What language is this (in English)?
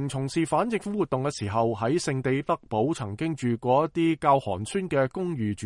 Cantonese